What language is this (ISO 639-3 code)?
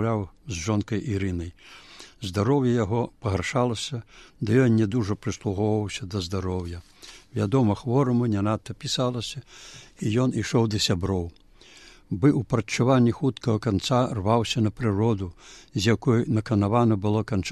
bel